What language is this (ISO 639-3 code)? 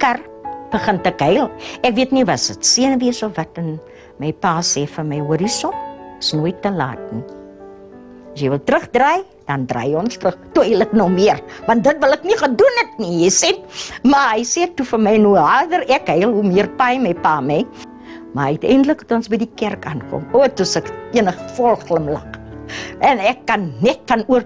afr